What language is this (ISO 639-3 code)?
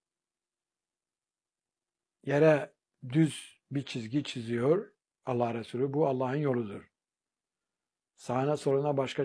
tur